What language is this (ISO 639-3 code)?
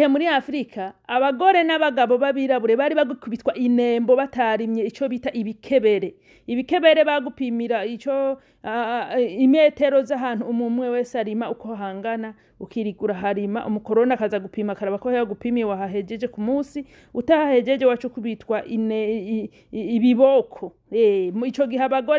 run